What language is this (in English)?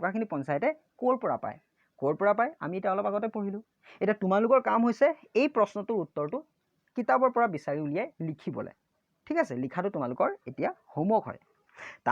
Assamese